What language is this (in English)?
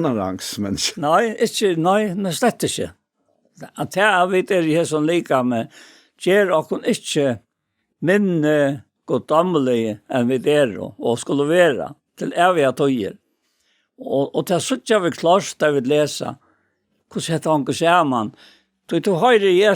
Faroese